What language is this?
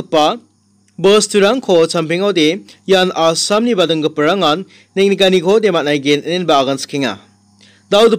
Garo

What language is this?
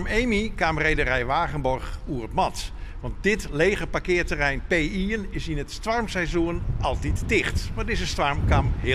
Western Frisian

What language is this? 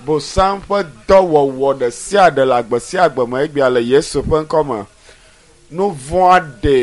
Ewe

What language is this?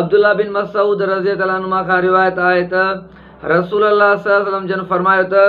Sindhi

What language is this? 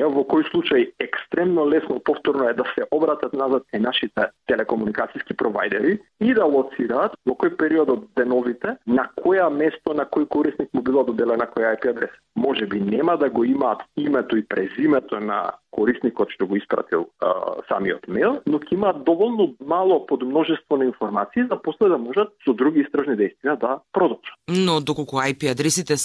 Macedonian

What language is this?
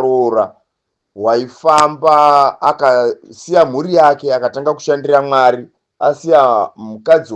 Shona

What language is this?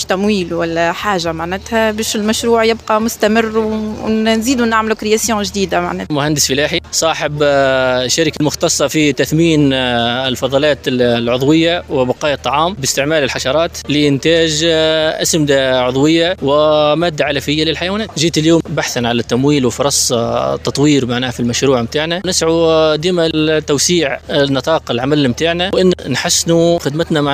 Tunisian Arabic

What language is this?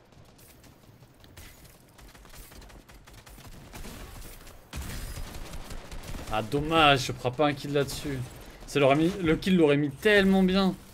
French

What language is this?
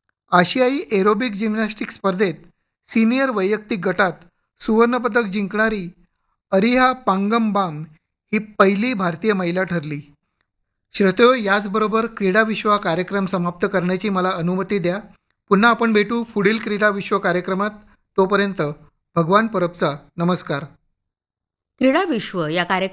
Marathi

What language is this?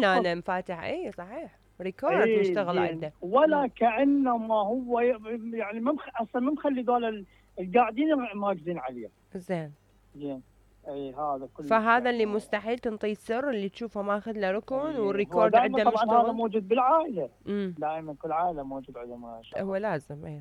Mesopotamian Arabic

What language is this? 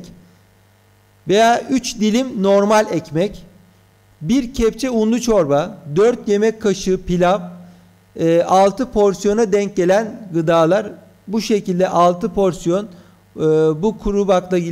Turkish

